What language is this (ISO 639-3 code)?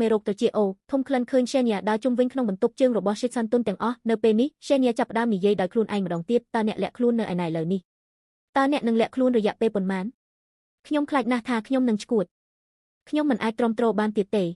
khm